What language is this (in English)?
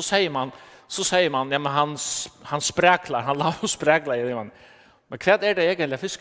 Faroese